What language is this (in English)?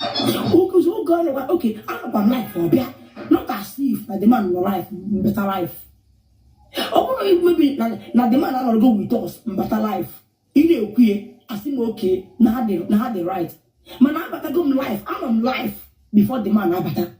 Igbo